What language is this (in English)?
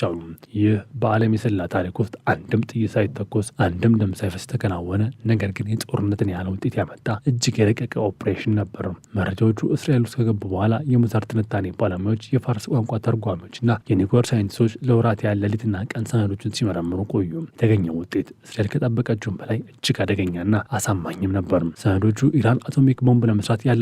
Amharic